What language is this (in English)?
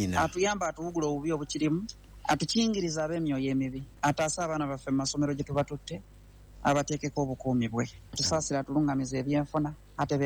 Ganda